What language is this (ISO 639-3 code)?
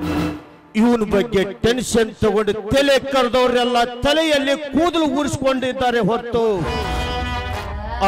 kan